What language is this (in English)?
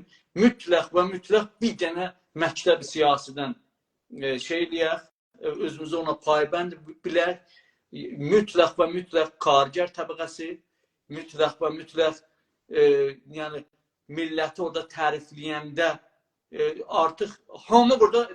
South Azerbaijani